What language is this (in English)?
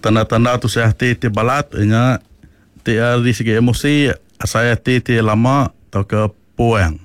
Iban